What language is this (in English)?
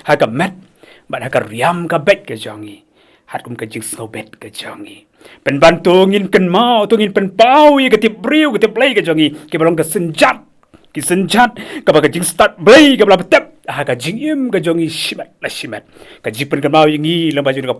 Khasi